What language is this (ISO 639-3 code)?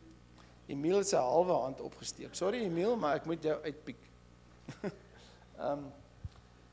afr